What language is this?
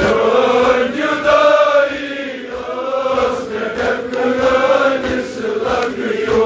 Kashmiri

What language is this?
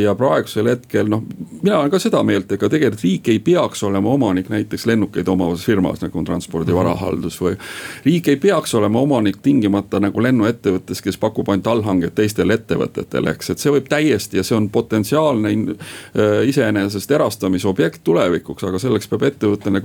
Estonian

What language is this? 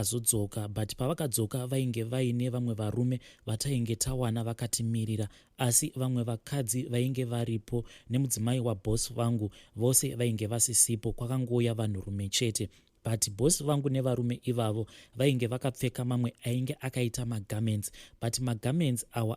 Shona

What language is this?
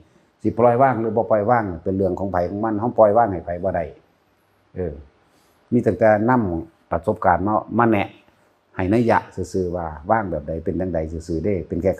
Northeastern Thai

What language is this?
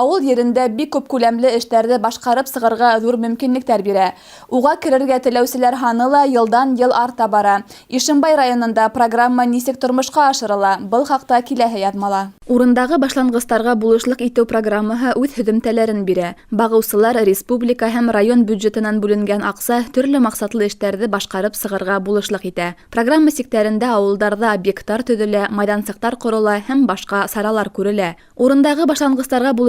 Bashkir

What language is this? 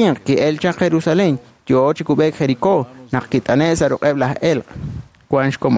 Kekchí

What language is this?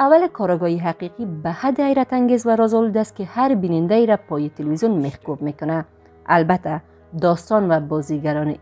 Persian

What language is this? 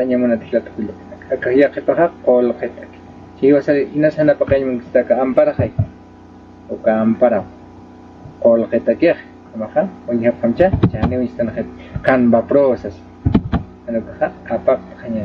Aymara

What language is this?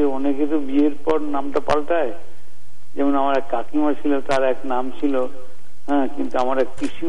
Bangla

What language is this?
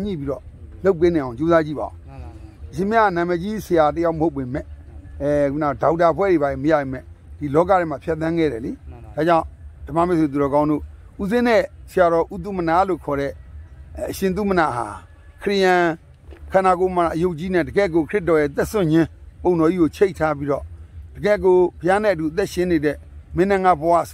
Burmese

